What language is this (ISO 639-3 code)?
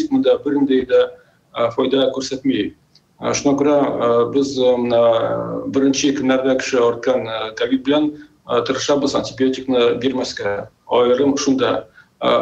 tat